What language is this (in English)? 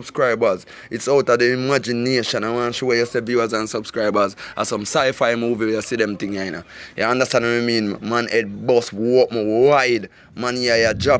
Jamaican Creole English